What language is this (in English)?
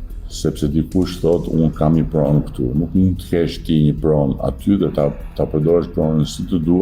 Albanian